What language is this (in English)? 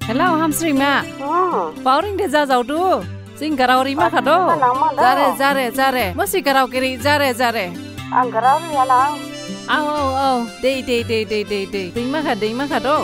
Dimasa